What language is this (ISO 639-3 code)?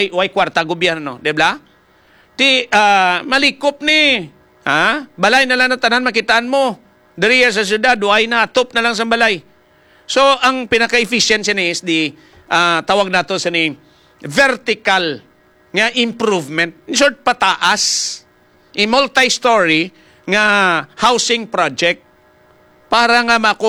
hil